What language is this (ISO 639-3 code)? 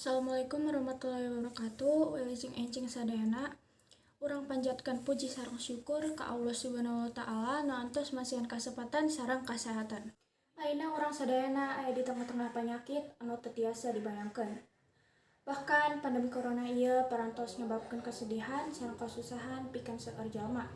sun